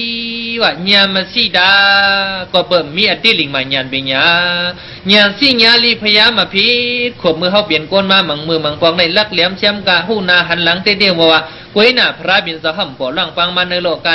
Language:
Shan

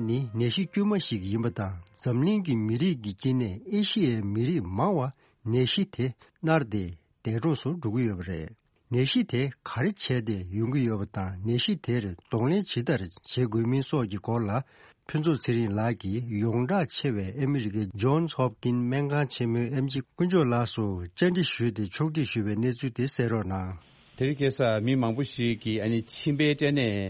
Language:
Tibetan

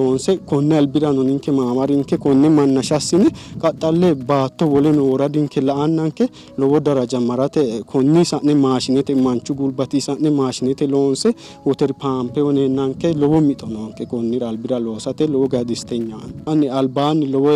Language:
Sidamo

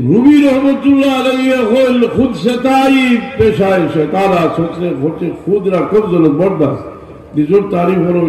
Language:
Sylheti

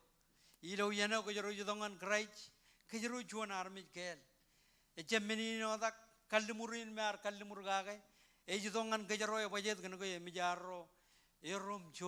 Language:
Marshallese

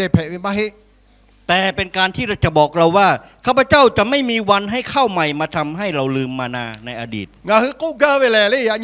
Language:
Lahu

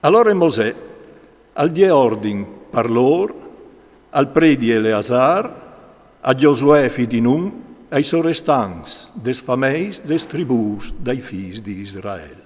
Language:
Friulian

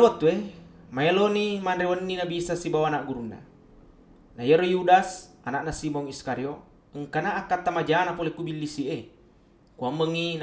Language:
Buginese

